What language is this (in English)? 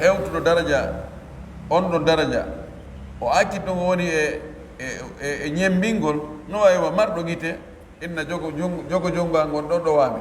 Pular